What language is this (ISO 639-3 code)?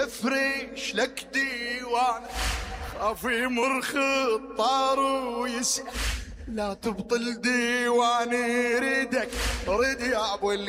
acm